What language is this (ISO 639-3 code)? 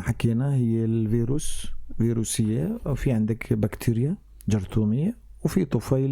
apc